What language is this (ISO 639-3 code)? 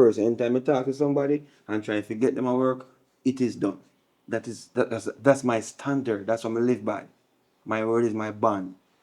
jam